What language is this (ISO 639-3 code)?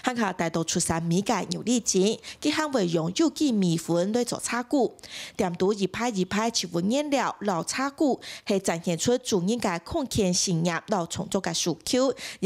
hak